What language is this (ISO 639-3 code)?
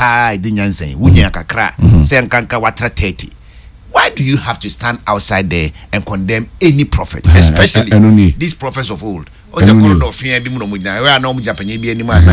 aka